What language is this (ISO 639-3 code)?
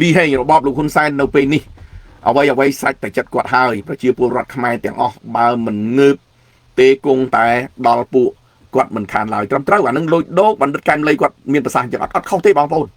khm